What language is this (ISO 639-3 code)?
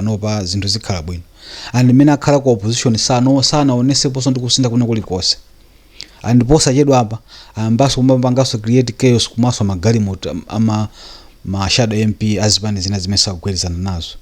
nya